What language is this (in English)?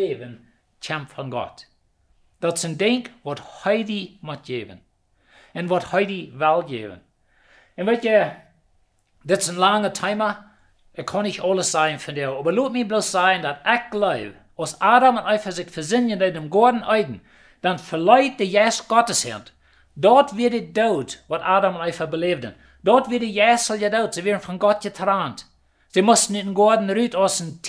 Plautdietsch